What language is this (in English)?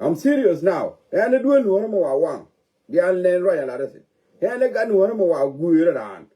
Nuer